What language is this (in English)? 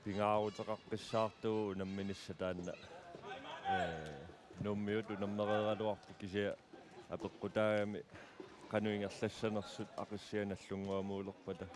Kalaallisut